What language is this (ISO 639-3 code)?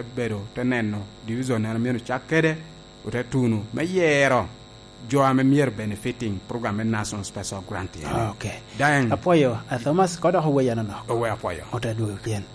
laj